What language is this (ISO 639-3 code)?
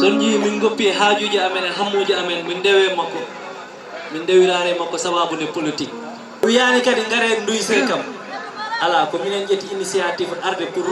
ful